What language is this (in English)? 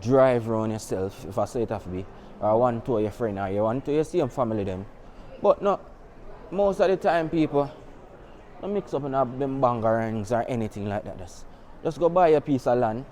Jamaican Creole English